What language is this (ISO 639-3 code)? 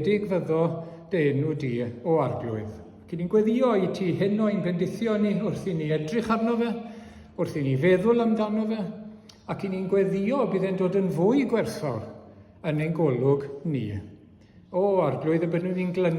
cym